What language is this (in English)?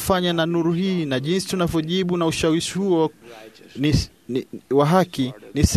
Swahili